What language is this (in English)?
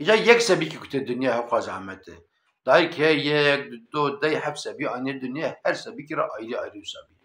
Kurdish